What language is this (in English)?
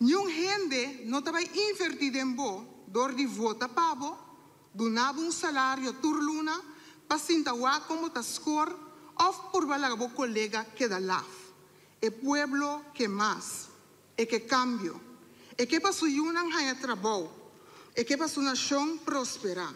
Papiamento